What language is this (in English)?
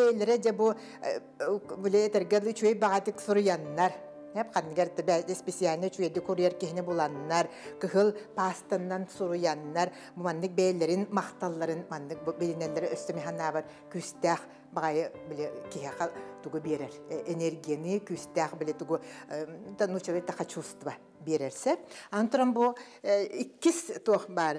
Yakut